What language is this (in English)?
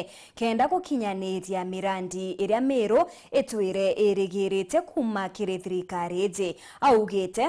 Meru